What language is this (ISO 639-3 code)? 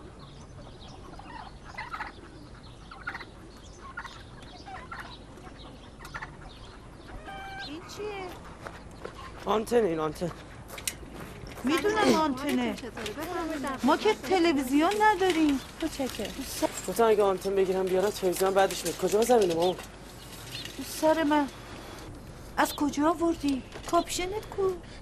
fas